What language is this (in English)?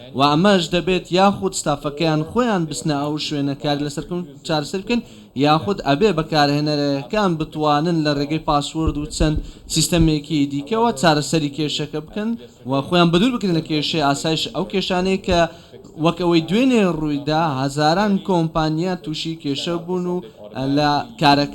Central Kurdish